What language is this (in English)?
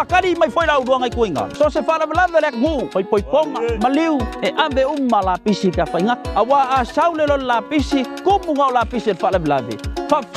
Samoan